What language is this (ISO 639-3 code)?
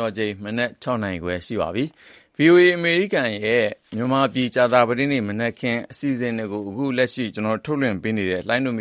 mya